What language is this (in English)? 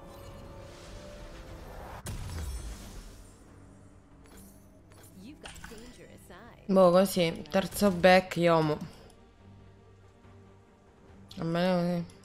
Italian